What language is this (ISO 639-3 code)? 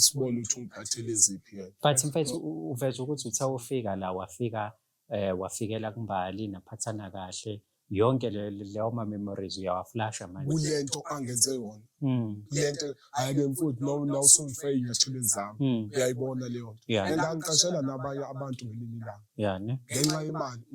zul